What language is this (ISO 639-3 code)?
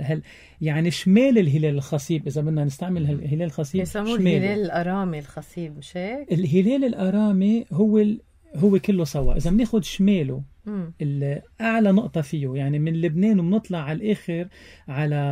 apc